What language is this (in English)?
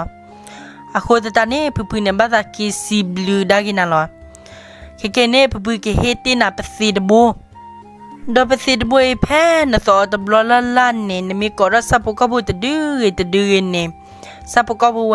S'gaw Karen